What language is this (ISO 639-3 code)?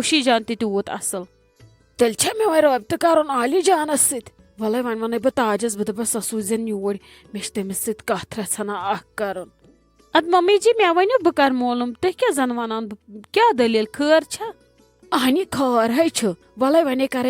kas